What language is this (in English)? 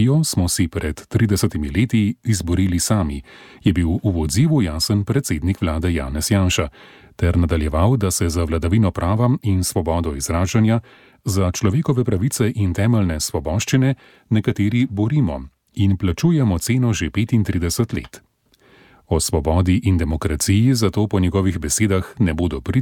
Slovenian